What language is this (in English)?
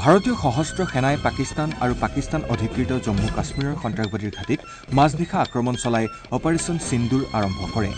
Assamese